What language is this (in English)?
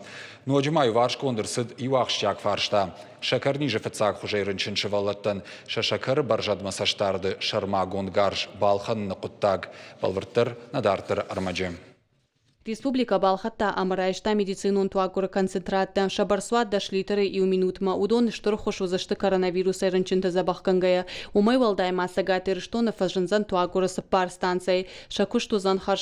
Ossetic